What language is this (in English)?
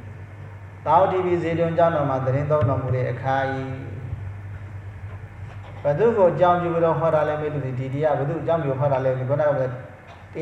Burmese